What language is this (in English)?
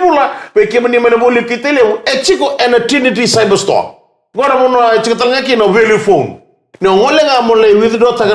Fijian